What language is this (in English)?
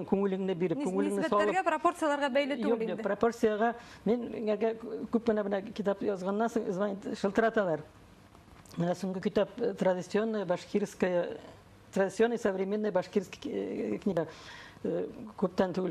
Bashkir